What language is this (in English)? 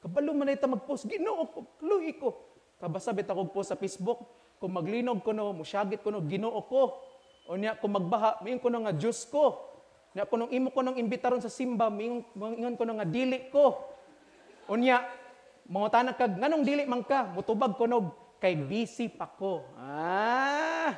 Cebuano